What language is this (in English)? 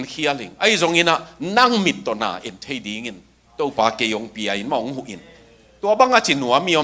Tedim Chin